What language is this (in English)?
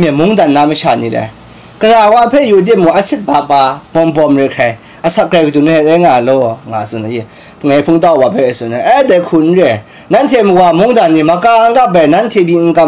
Kachin